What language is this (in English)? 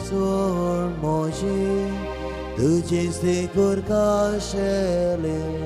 Konkani